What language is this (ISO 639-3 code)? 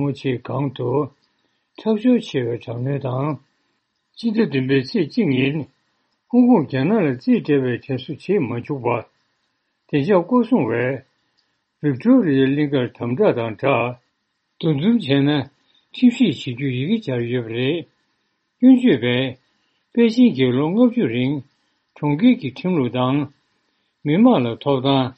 bod